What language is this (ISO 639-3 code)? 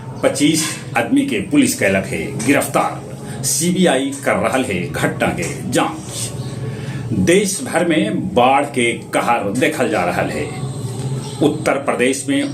mag